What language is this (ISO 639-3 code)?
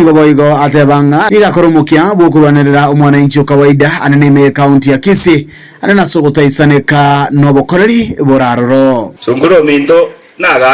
guz